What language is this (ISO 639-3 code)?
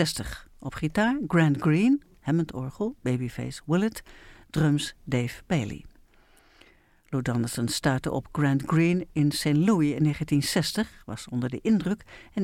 nld